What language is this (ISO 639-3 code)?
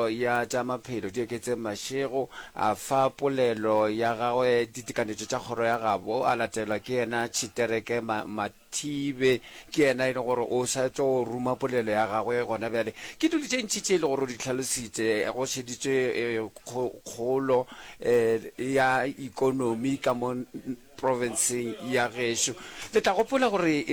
nso